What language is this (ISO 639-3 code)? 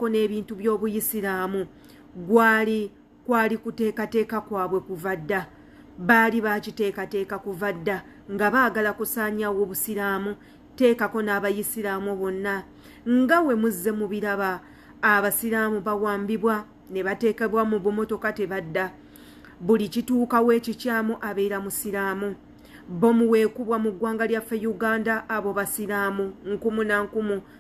lug